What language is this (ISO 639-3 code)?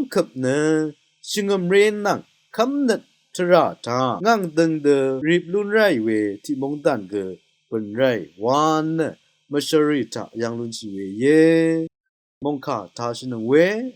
raw